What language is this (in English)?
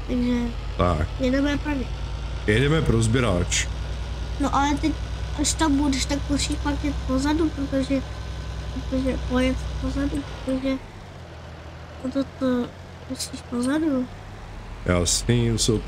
Czech